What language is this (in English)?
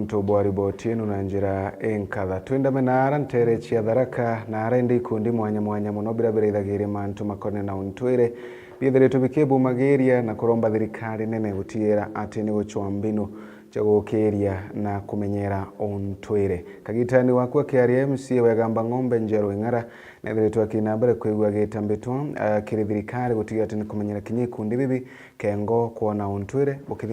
Meru